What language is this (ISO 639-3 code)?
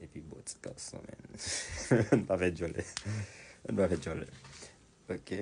hat